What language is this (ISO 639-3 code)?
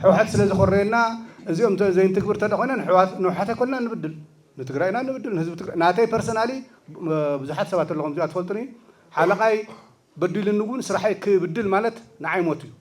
tir